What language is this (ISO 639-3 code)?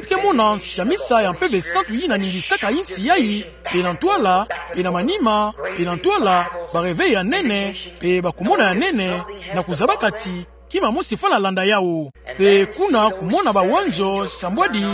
ktu